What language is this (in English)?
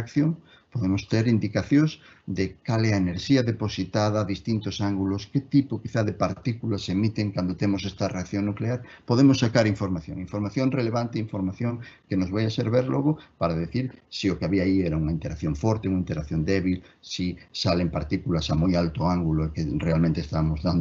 Galician